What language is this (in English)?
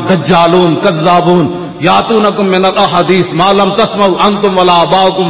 Western Panjabi